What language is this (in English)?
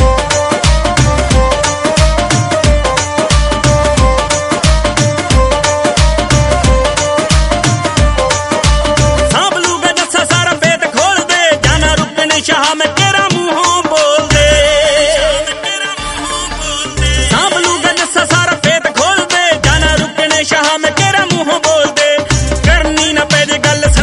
Punjabi